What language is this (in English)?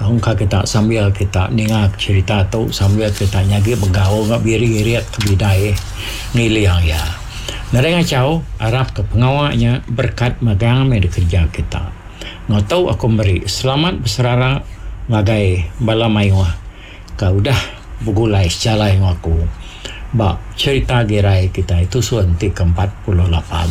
Iban